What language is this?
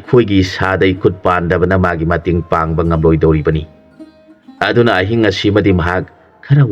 Manipuri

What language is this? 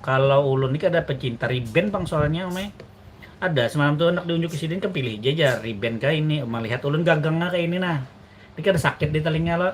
Banjar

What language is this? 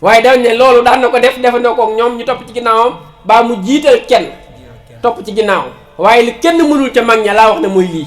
Wolof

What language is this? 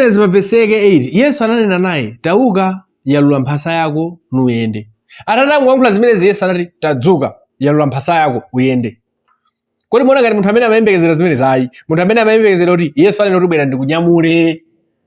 Nyanja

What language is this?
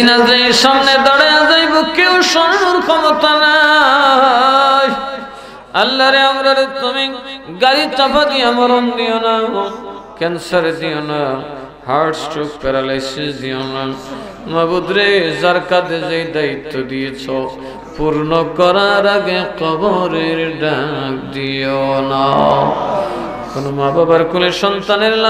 Bangla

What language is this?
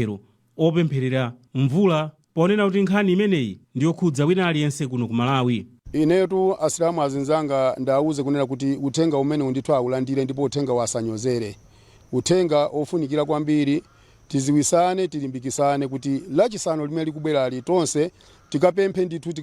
Nyanja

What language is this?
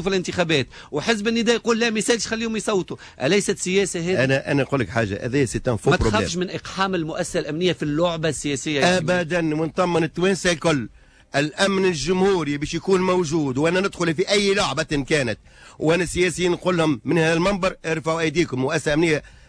Tunisian Arabic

